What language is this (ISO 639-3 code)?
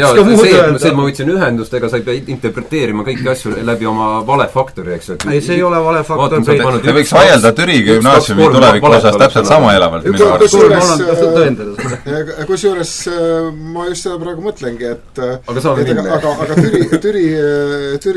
est